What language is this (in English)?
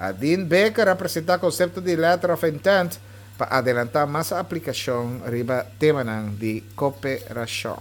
Papiamento